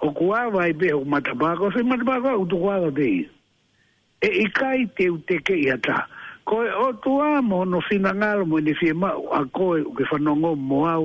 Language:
Tongan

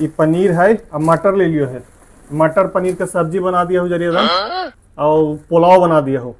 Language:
Magahi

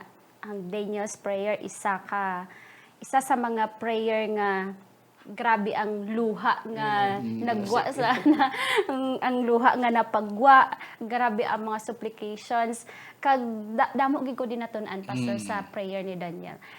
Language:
Hiligaynon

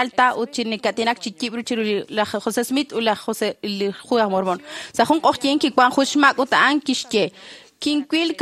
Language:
Kekchí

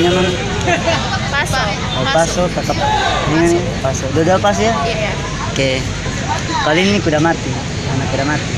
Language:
Ambonese Malay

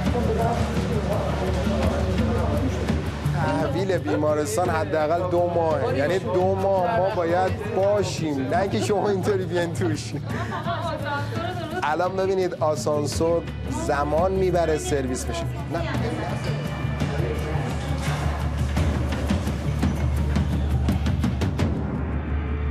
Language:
Persian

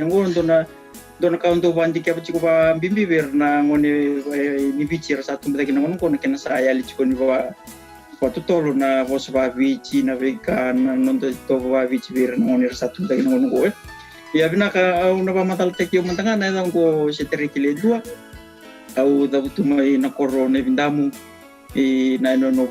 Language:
Fijian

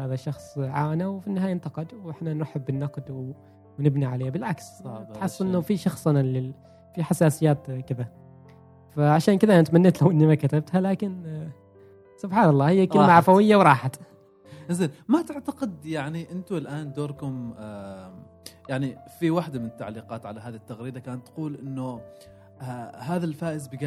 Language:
Gulf Arabic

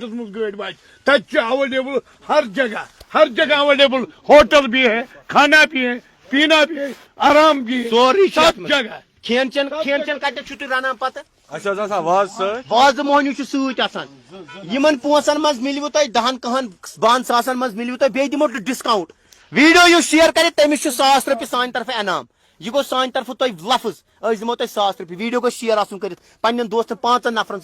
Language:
Kashmiri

